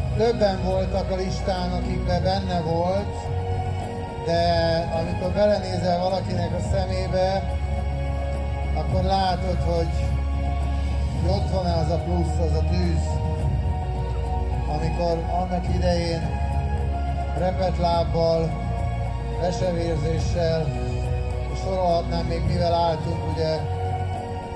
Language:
Hungarian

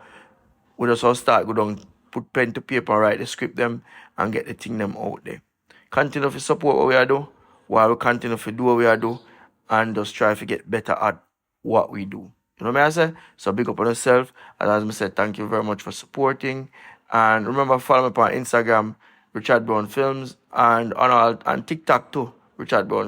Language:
Jamaican Creole English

